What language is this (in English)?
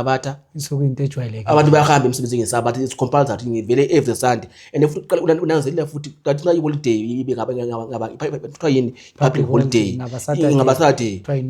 Zulu